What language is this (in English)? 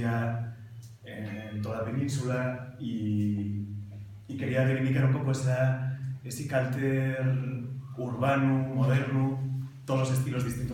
Asturian